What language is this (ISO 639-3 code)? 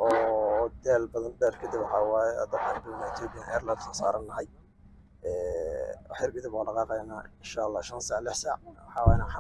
som